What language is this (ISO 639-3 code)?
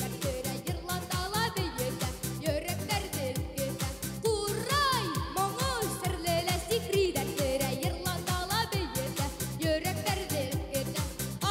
bak